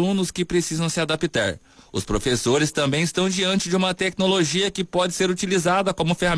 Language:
Portuguese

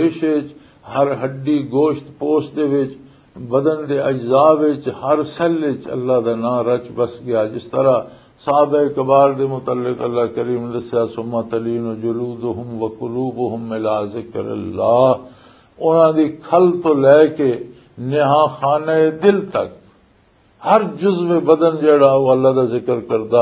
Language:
Western Panjabi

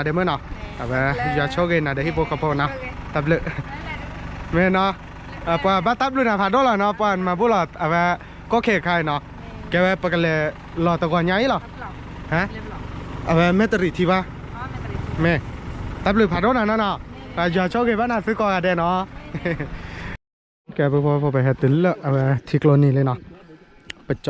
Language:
S'gaw Karen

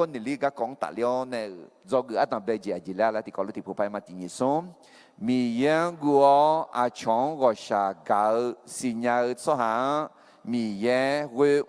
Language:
Akha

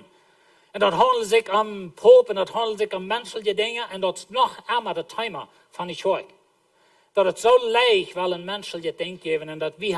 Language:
Plautdietsch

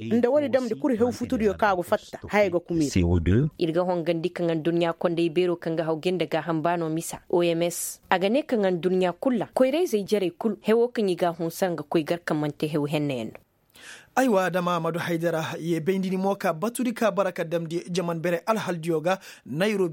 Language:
Koyraboro Senni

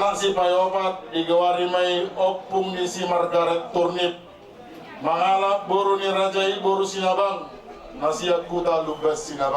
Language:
Batak Toba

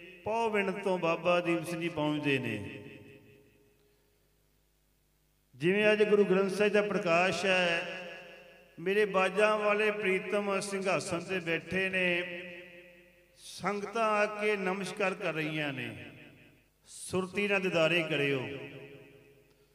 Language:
Punjabi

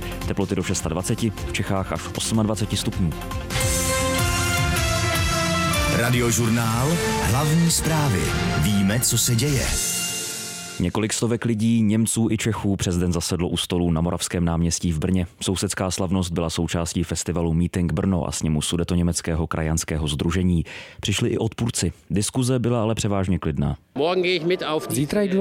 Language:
Czech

